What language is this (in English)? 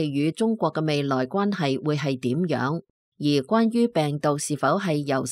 Cantonese